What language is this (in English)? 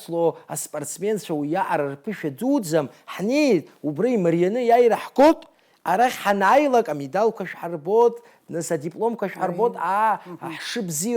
Abkhazian